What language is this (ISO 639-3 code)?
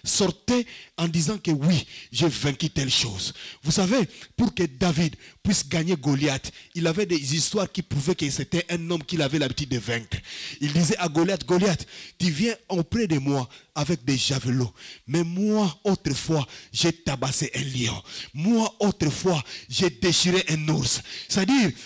fra